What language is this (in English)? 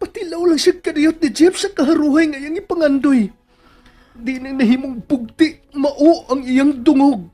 Cebuano